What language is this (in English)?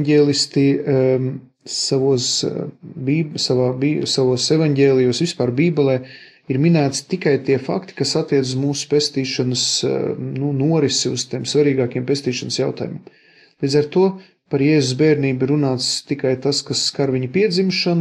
Latvian